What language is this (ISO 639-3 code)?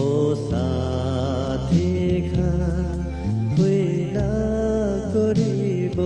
nag